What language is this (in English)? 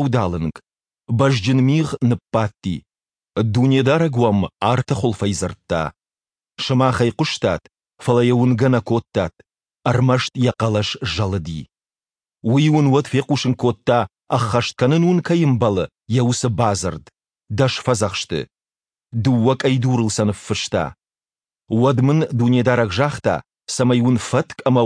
Ossetic